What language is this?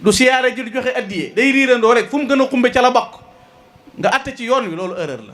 Wolof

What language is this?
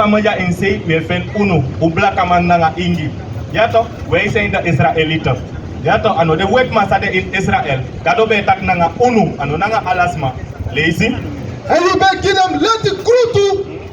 Sranan Tongo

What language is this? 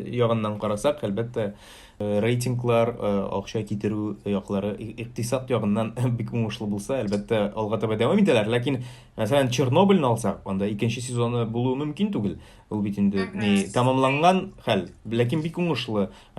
Tatar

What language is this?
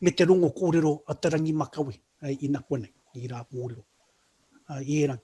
Māori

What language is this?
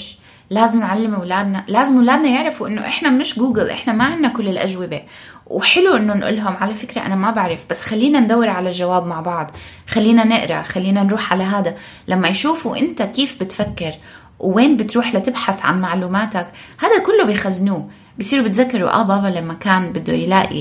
North Levantine Arabic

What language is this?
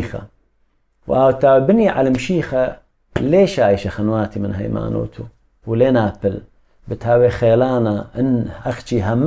Assyrian Neo-Aramaic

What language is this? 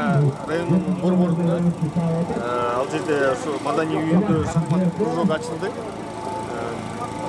Kyrgyz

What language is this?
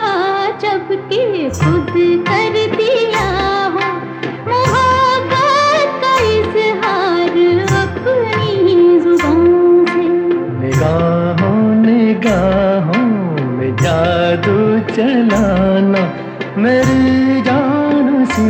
Hindi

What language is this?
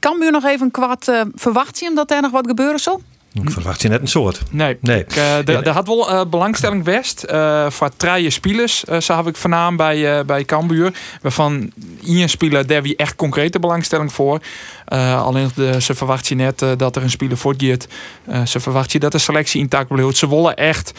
Western Frisian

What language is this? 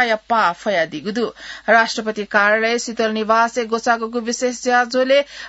Newari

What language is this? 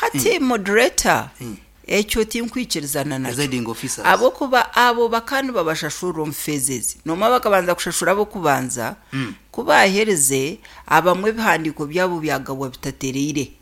Nyankole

